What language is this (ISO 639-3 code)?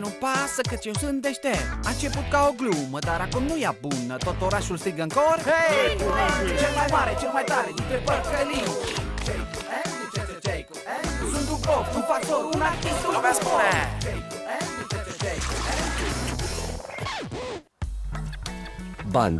ron